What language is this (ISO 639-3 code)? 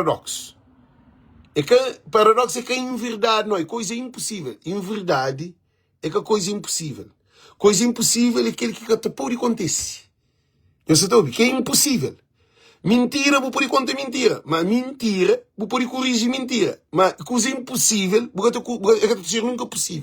kea